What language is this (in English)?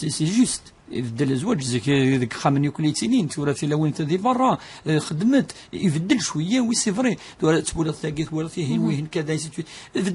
Kabyle